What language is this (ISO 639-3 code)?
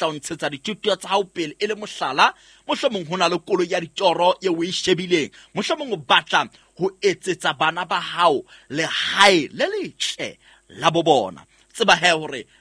sot